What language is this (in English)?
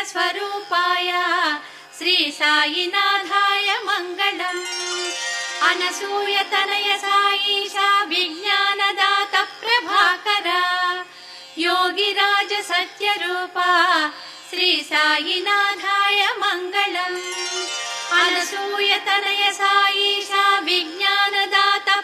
Telugu